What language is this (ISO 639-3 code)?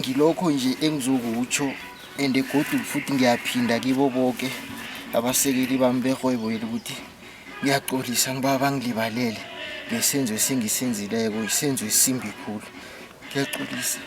zul